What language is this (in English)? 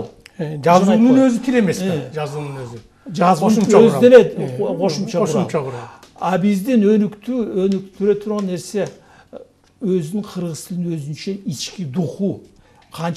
Kyrgyz